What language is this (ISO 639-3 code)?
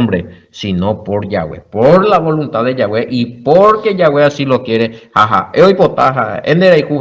grn